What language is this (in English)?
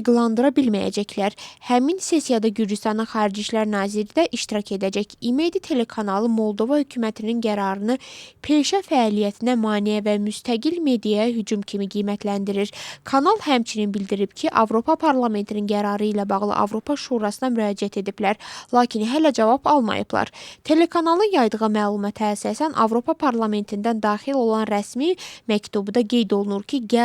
Azerbaijani